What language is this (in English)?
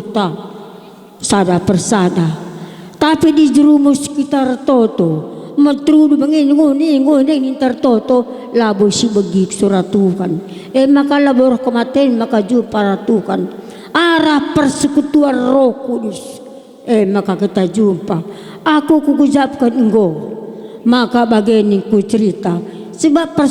Batak Karo